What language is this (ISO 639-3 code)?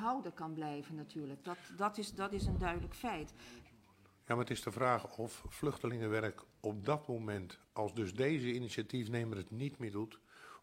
nld